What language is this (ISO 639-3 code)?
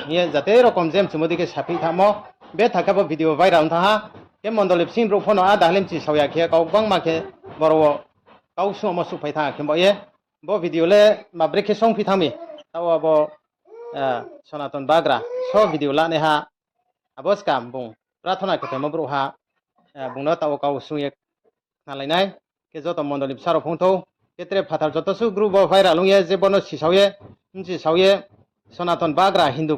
ria